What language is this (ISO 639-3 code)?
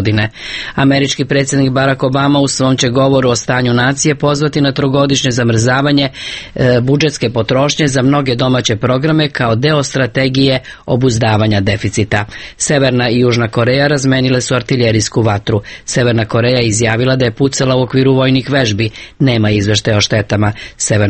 srp